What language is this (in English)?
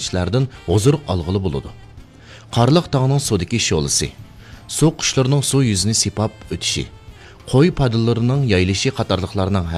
Uyghur